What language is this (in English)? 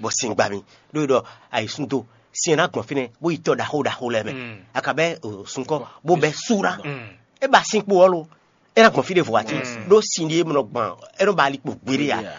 Fon